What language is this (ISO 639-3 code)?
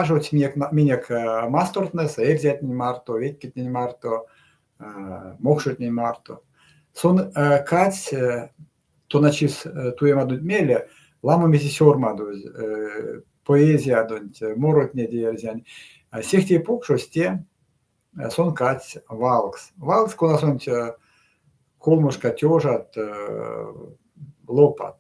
myv